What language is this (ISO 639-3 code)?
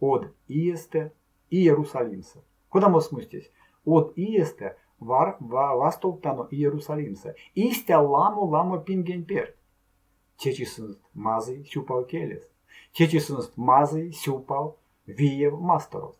myv